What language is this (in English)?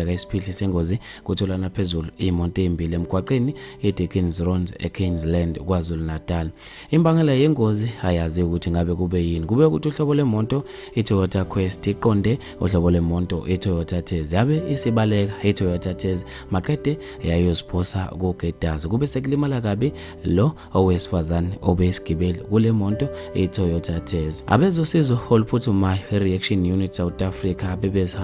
Zulu